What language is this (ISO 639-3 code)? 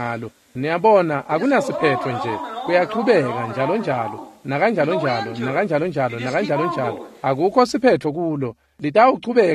ssw